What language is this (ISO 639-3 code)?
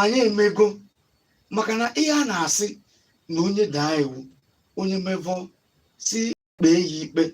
ibo